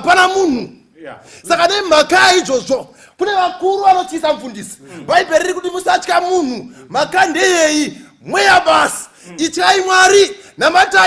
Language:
Shona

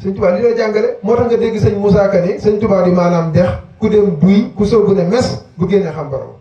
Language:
Wolof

